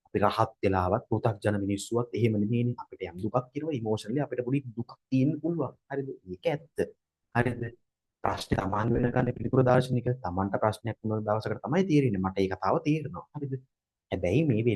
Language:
Sinhala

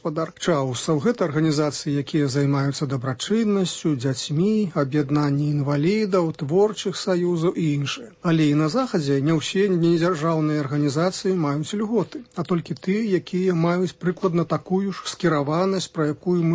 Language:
Belarusian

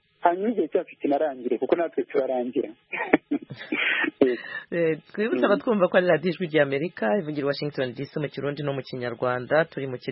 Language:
Kinyarwanda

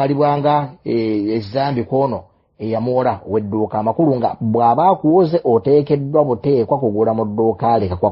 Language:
Ganda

